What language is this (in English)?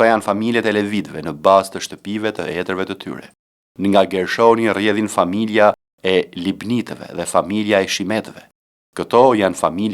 Albanian